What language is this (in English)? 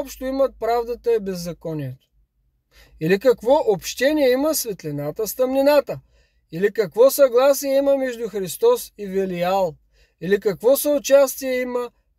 Bulgarian